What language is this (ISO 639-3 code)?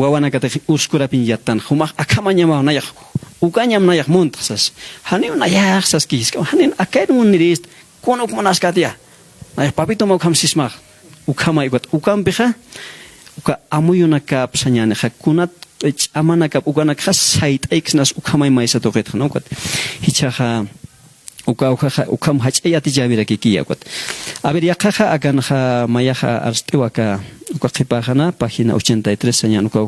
aym